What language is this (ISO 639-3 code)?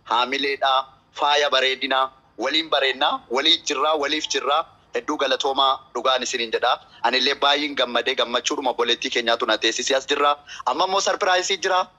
orm